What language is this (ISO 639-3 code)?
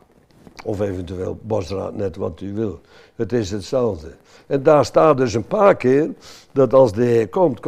nld